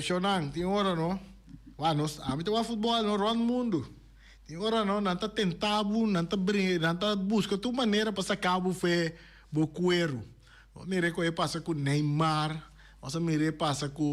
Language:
Papiamento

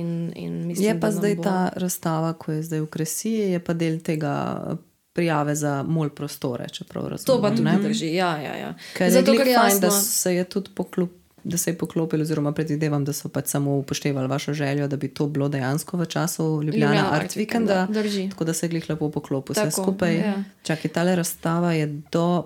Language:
Slovenian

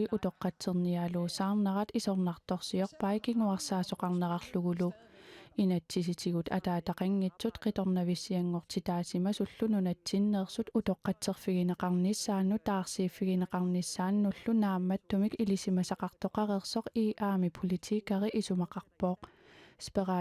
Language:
Kalaallisut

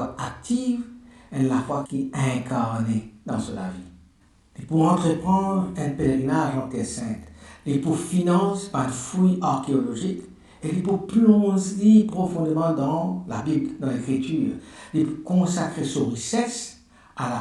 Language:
Morisyen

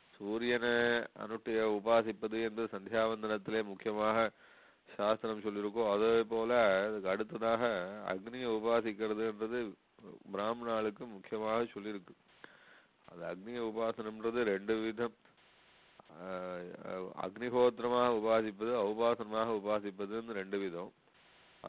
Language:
Tamil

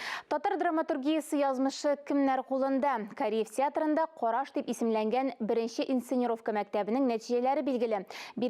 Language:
Tatar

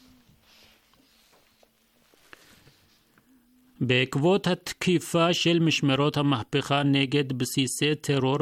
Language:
Hebrew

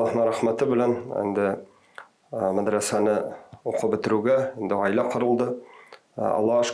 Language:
Tatar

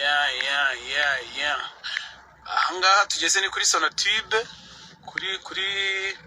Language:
Kinyarwanda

